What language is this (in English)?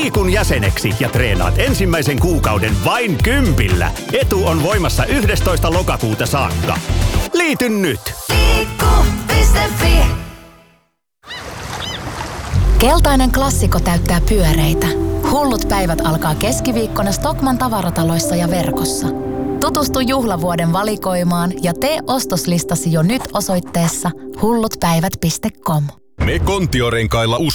Finnish